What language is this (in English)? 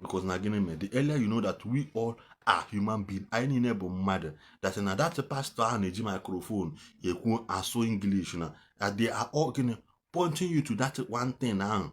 Igbo